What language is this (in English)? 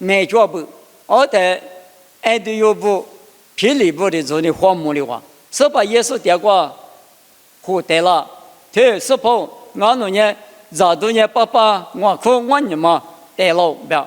Lisu